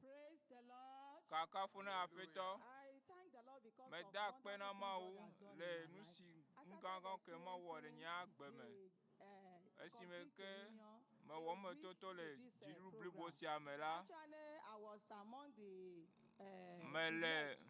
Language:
Ewe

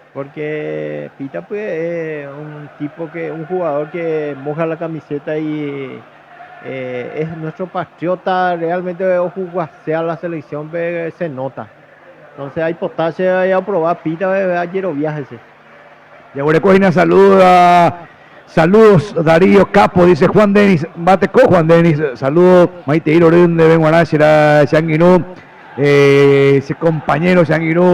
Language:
Guarani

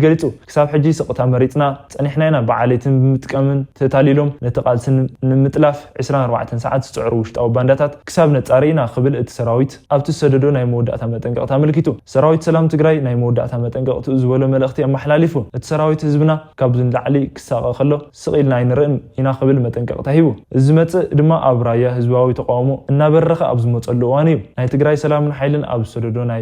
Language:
Tigrinya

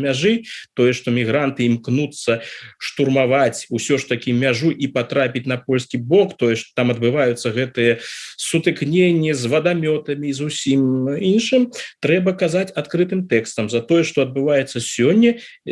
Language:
Belarusian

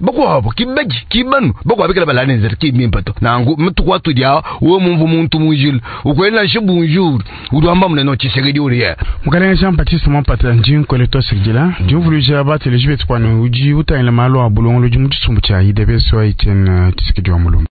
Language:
Luba-Lulua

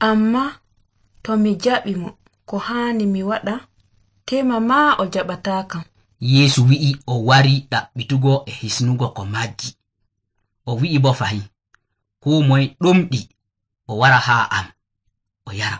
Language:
Nigerian Fulfulde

